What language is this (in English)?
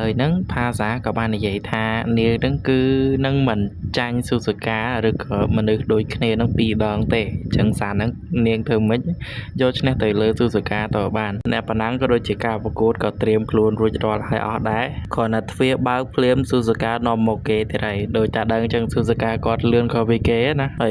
Khmer